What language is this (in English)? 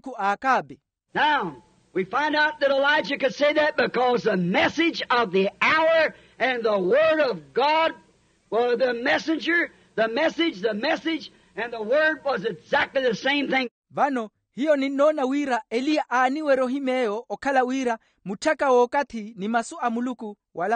Makhuwa